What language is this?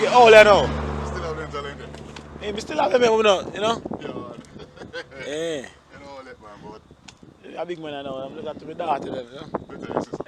Jamaican Creole English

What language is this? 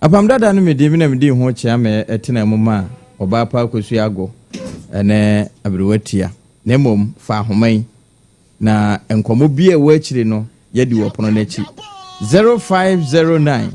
Akan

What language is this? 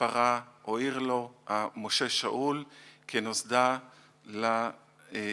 Ladino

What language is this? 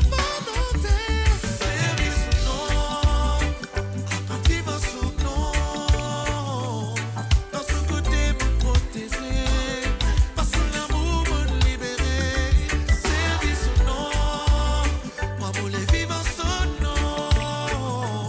Morisyen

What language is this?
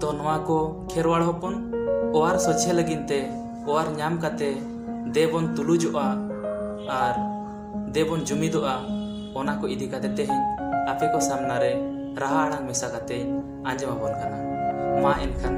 Santali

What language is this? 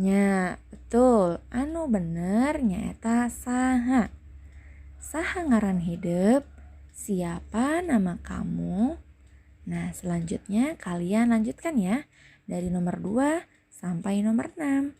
Sundanese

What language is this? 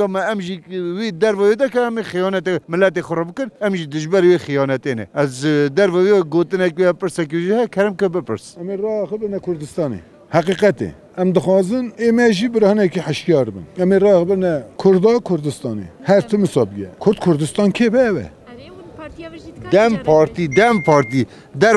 Kurdish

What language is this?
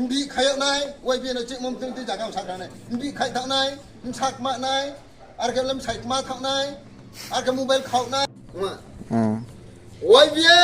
Riang (India)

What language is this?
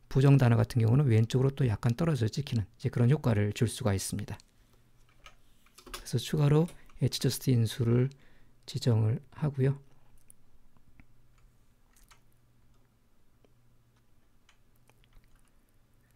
Korean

